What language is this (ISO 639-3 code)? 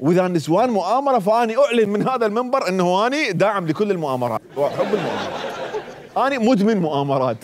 acm